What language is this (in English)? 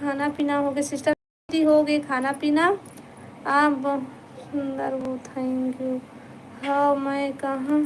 Chhattisgarhi